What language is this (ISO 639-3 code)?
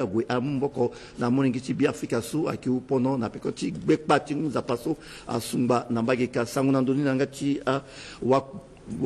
sag